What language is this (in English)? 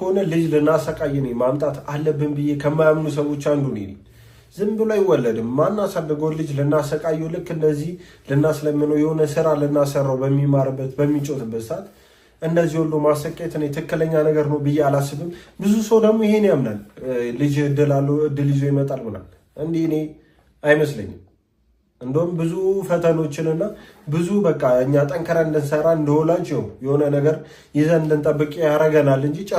Amharic